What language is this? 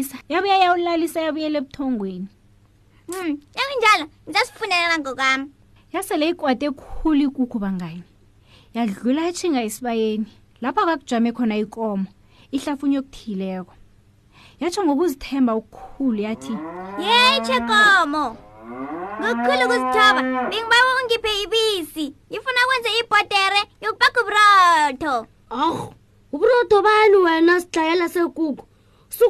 South Ndebele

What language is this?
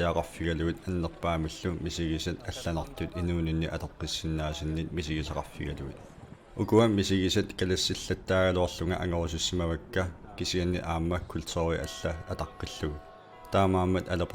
Kalaallisut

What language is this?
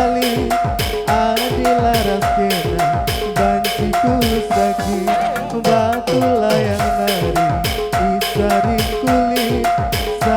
Batak Karo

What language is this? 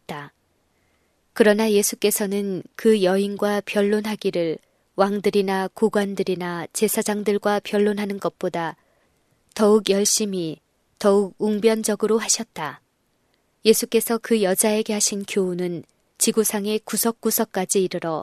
Korean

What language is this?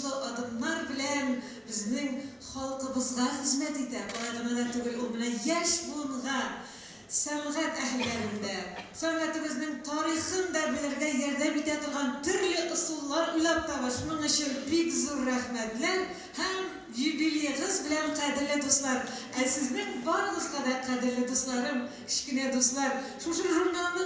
Tatar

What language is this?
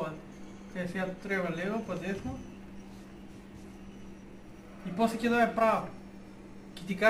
Bulgarian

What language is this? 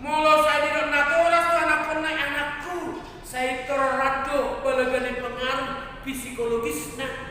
Batak Toba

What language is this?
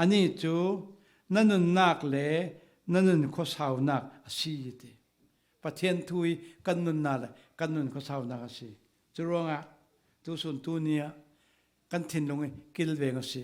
Falam Chin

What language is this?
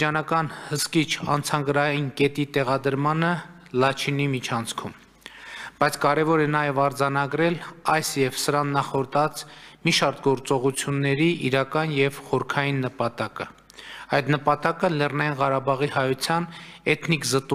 Armenian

